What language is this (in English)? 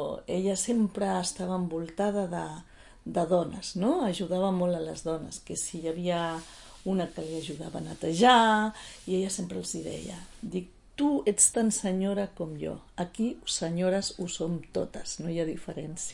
Catalan